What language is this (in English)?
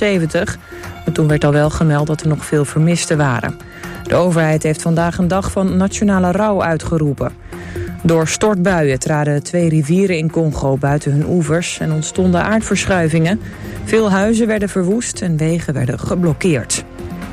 Dutch